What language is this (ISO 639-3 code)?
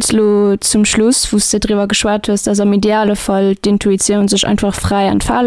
ltz